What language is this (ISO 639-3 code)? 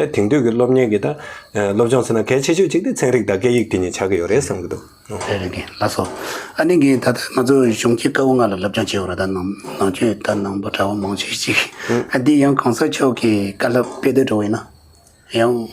bod